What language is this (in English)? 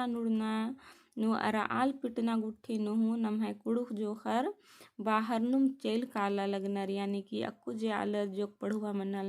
Kurukh